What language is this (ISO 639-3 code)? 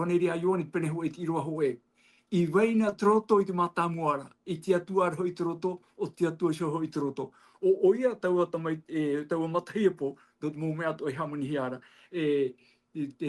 tah